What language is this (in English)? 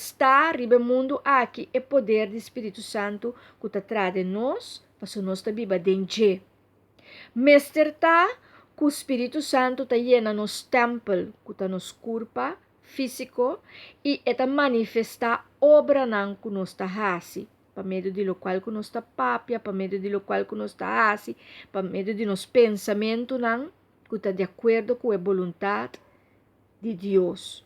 Papiamento